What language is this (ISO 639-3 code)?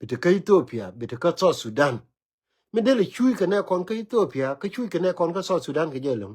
nus